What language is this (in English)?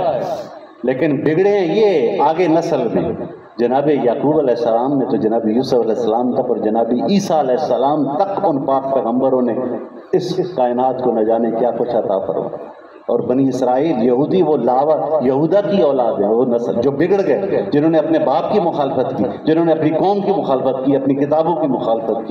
Urdu